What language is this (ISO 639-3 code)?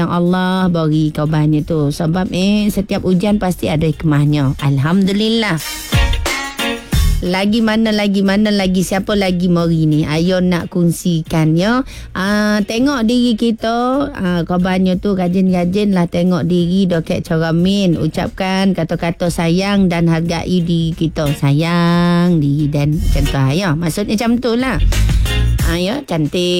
msa